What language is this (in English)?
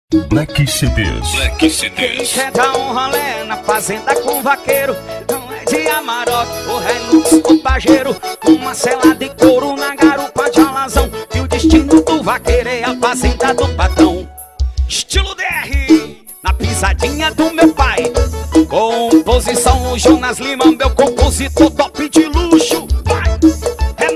Portuguese